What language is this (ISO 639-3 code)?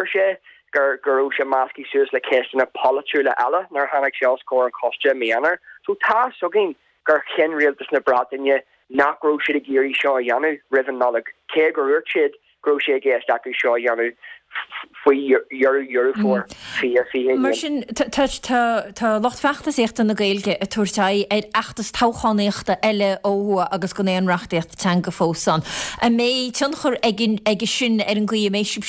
gle